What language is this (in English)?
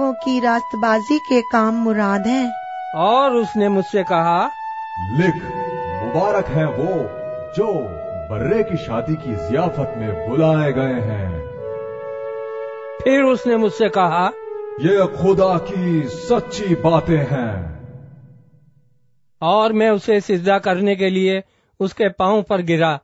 Urdu